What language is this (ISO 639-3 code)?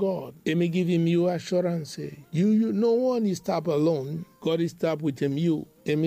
bis